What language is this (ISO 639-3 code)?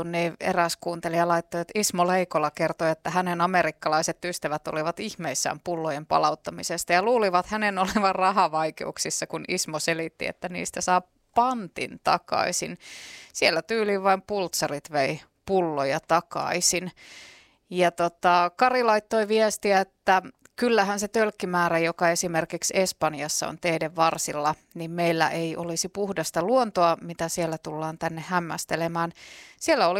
fin